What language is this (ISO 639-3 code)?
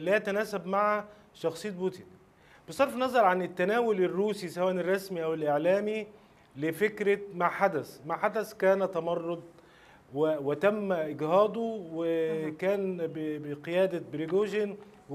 ara